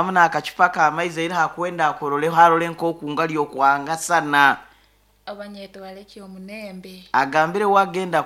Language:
Nyoro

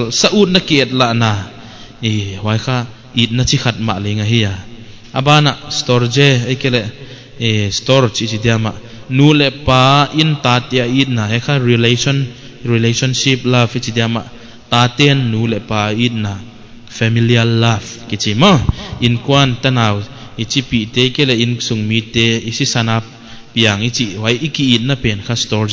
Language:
Paite Chin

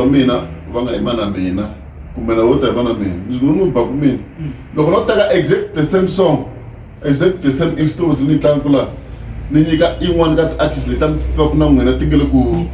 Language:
Tsonga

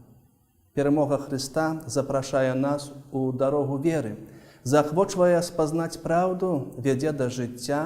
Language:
Belarusian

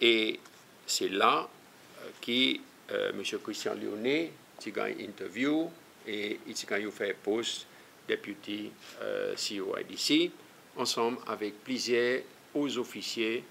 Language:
Seselwa Creole French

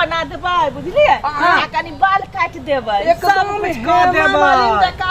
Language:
Maithili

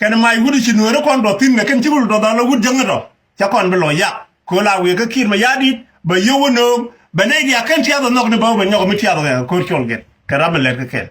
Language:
Nuer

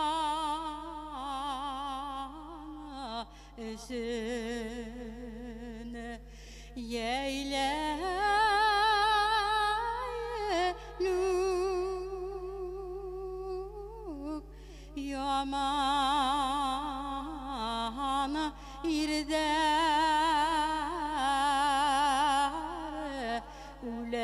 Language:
Bashkir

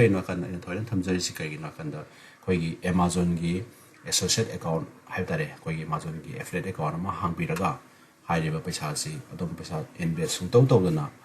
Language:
Manipuri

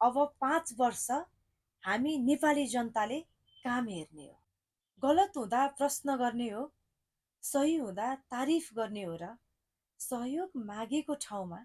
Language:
Nepali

